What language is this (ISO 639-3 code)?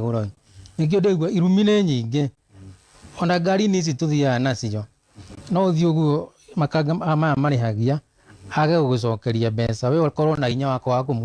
kik